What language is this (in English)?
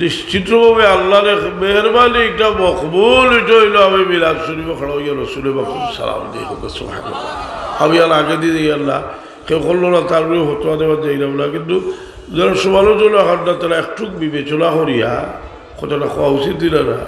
Sylheti